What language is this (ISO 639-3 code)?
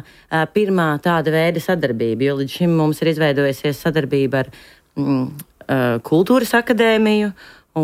lav